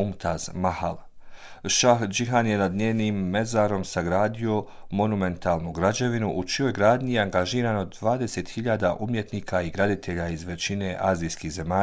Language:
Bosnian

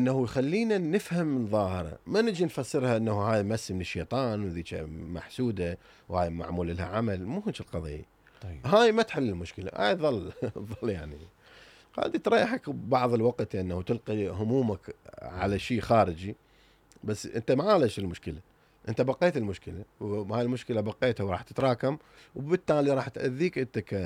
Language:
Mesopotamian Arabic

